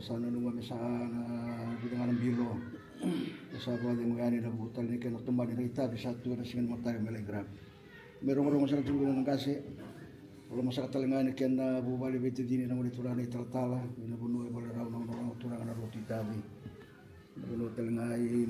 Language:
Fijian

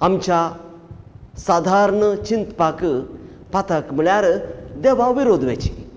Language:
Konkani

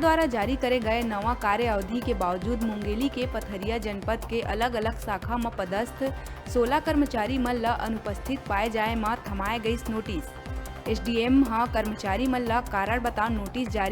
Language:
Chhattisgarhi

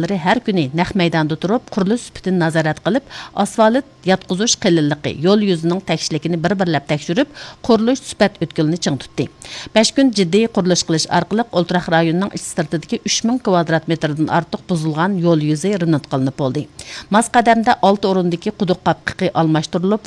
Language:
Uyghur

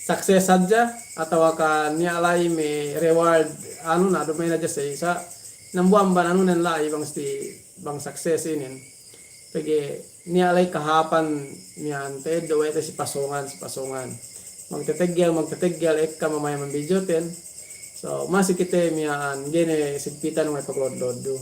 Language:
Yakan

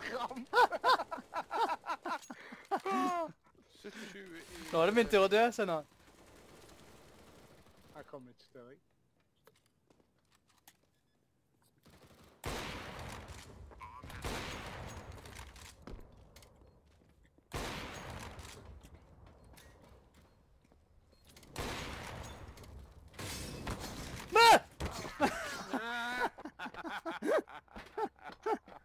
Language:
Norwegian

